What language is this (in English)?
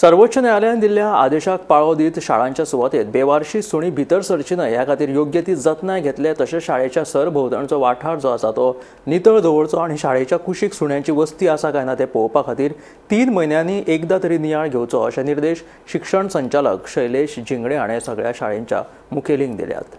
Konkani